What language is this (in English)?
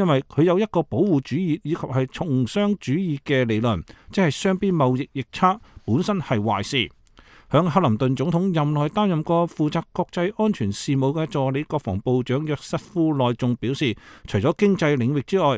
Cantonese